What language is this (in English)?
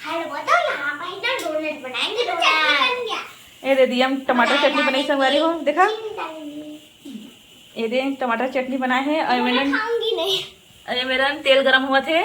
Chhattisgarhi